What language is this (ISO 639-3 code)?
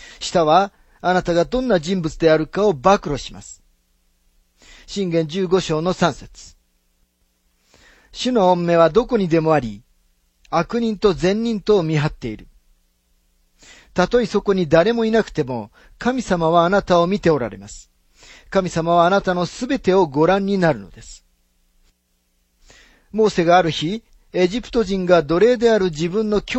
jpn